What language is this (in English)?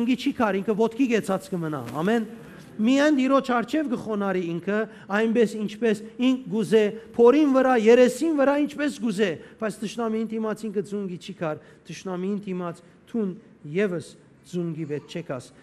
Western Armenian